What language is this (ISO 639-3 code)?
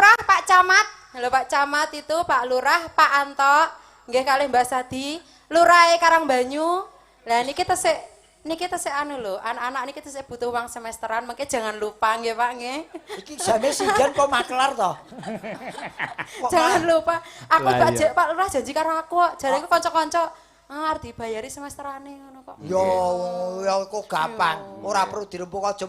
jav